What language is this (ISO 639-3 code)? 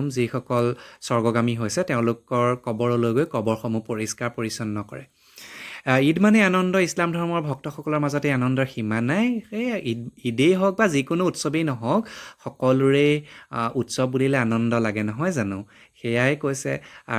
asm